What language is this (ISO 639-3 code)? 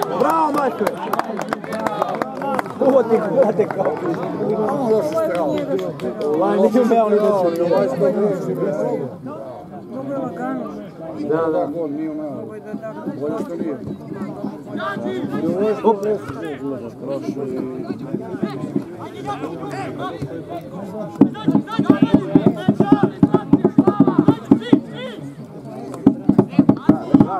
srp